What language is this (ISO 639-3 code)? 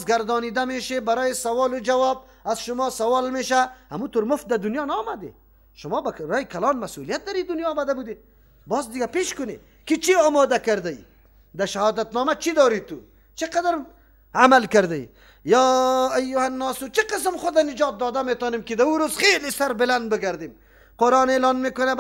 fas